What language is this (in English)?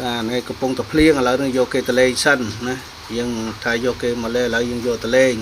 Khmer